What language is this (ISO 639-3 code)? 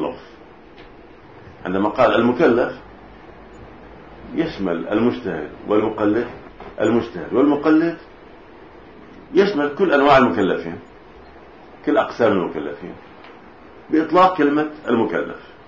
ara